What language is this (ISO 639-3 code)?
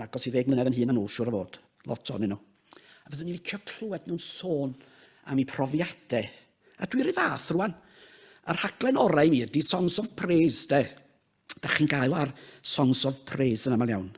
cym